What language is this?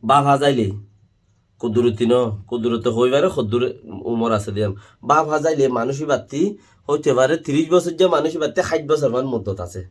Rohingya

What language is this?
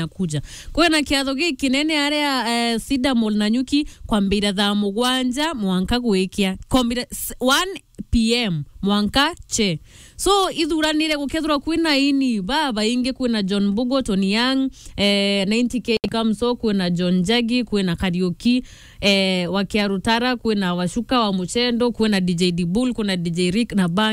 Meru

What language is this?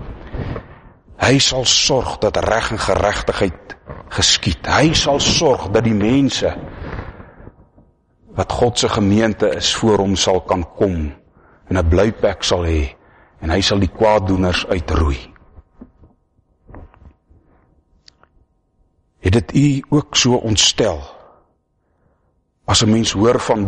Afrikaans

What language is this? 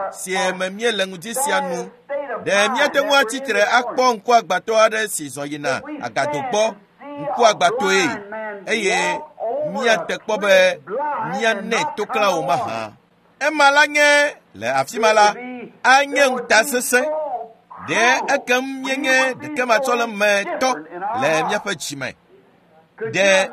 Ewe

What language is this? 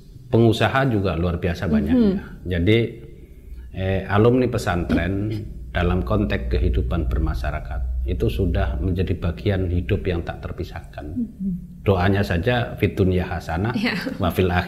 Indonesian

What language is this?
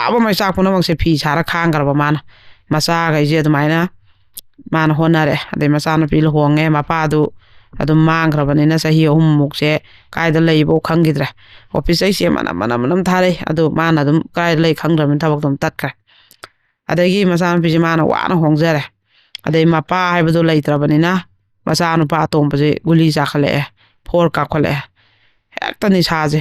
Manipuri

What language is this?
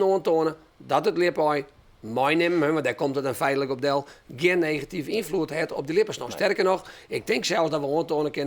Western Frisian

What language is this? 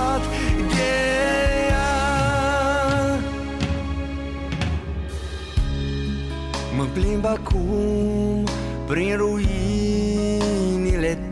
Romanian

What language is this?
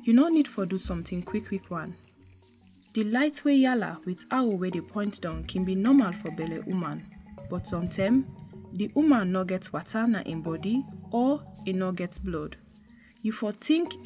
Nigerian Pidgin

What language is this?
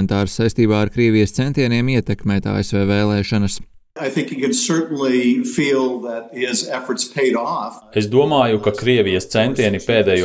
Latvian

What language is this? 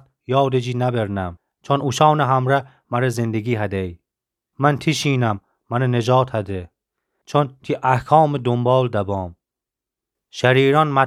Gilaki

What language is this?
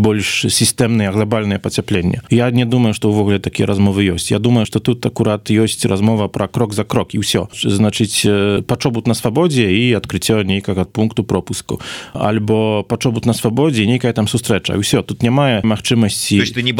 Belarusian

